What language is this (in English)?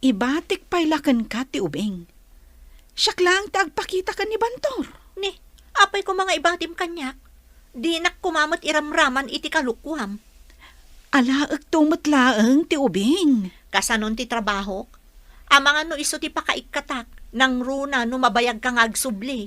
Iloko